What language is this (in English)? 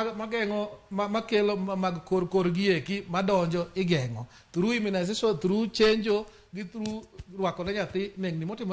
Luo (Kenya and Tanzania)